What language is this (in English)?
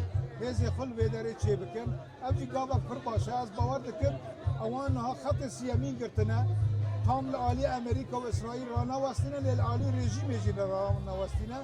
Kurdish